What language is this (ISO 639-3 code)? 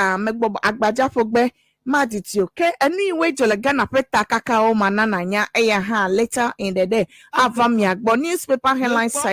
ewe